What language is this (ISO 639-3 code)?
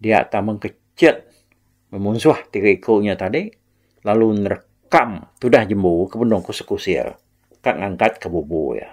iba